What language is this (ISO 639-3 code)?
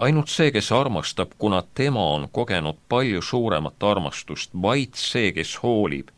est